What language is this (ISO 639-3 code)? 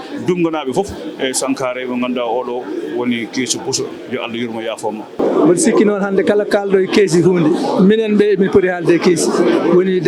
ful